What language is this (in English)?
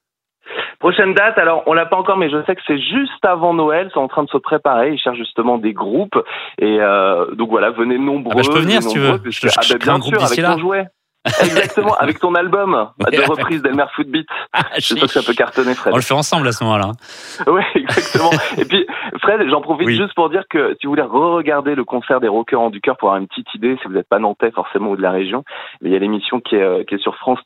French